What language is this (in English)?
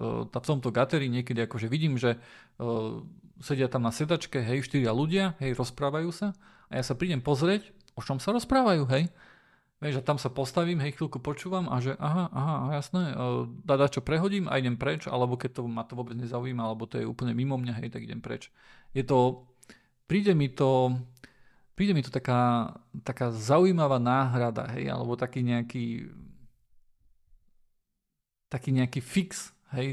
Slovak